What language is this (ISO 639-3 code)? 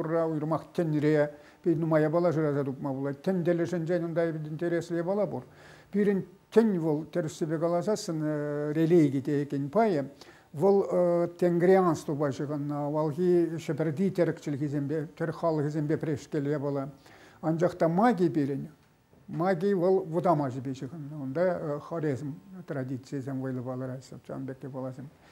chv